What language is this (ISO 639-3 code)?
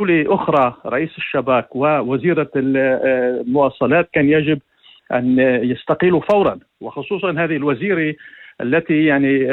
apc